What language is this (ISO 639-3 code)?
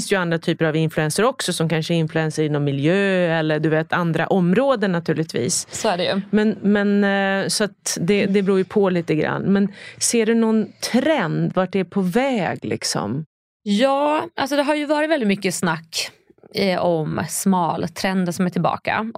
swe